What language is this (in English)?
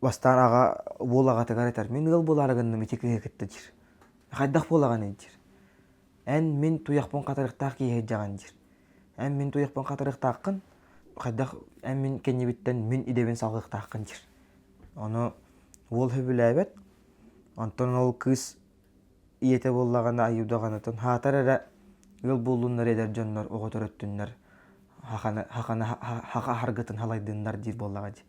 Yakut